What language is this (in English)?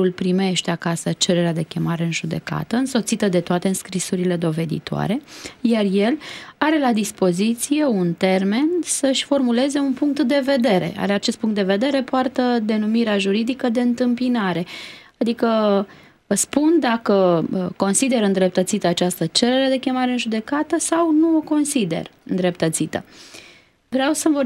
Romanian